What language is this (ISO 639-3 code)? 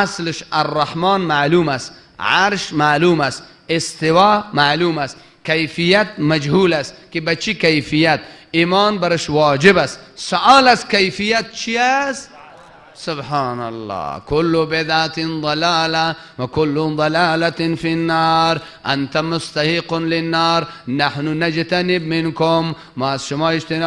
tgk